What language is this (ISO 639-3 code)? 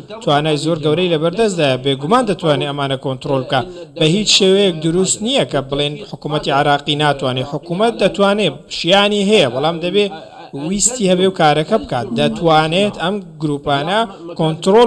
ckb